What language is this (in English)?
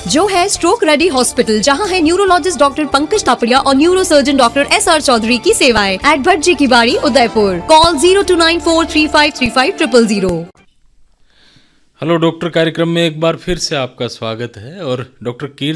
Hindi